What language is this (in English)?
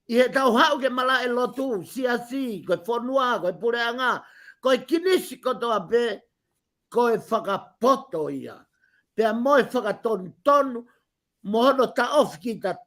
Tongan